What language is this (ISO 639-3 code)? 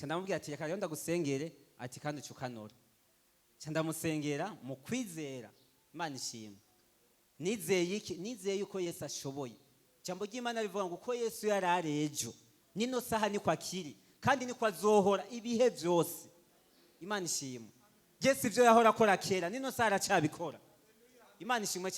run